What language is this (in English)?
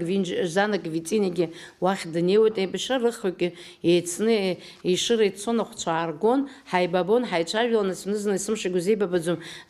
Abkhazian